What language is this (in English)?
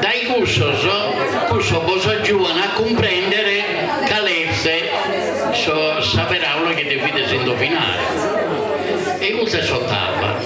Sardinian